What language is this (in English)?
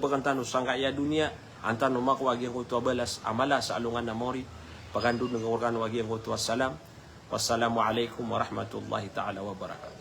Maranao